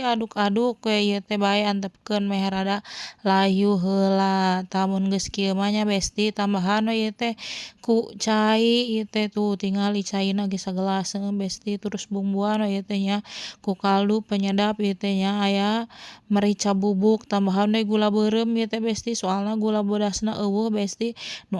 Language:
Sundanese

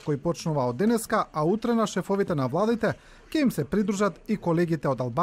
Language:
Macedonian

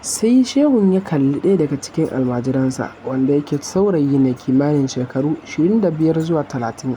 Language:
Hausa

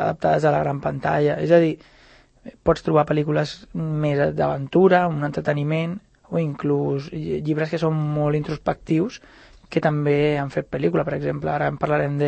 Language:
Catalan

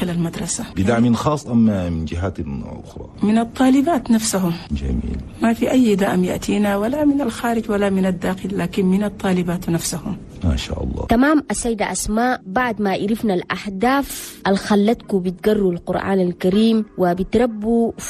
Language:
Chadian Arabic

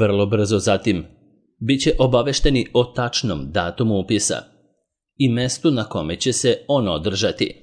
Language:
Serbian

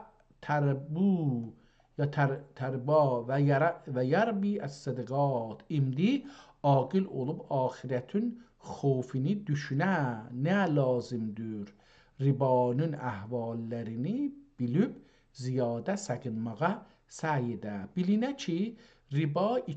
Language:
South Azerbaijani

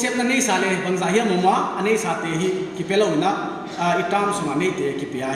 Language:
Paite Chin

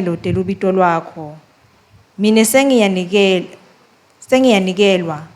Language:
Swati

